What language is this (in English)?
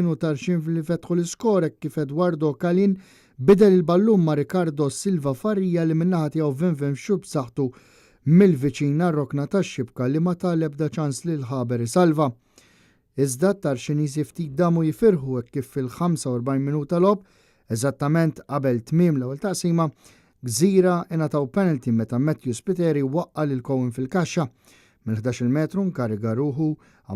Maltese